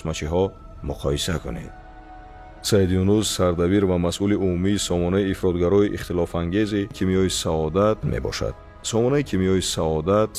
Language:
Tajik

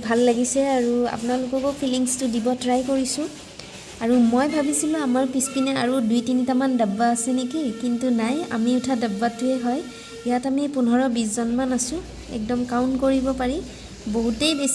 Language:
Assamese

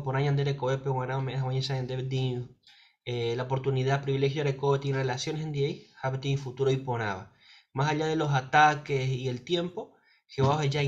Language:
Guarani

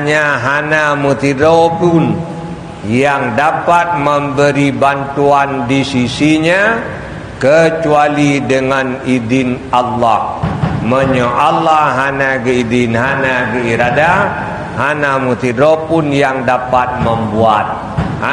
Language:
Achinese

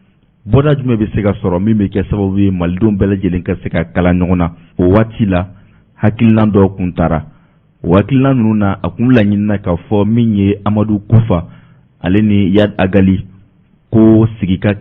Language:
Bambara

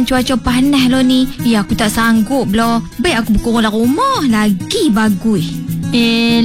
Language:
Malay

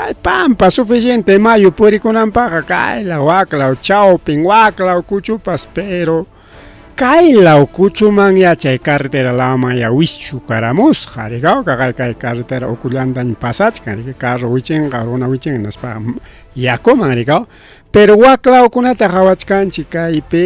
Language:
Ayacucho Quechua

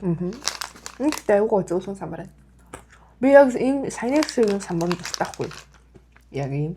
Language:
Mongolian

